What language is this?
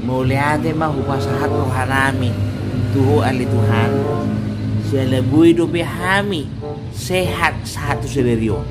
Batak Toba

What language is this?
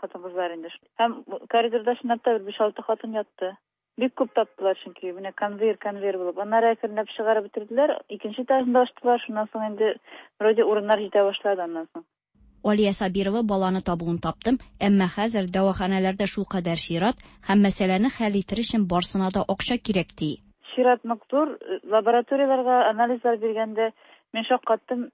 Tatar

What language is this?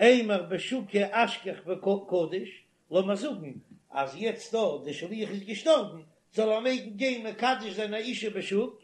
Yiddish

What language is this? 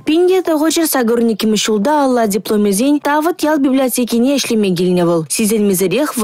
Chuvash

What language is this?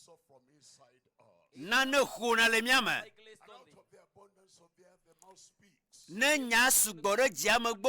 Ewe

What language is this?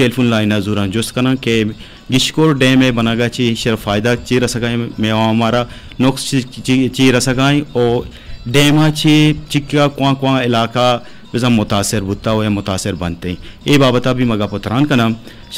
Eastern Balochi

